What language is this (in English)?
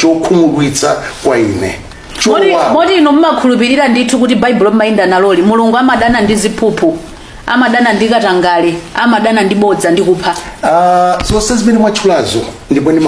Nyanja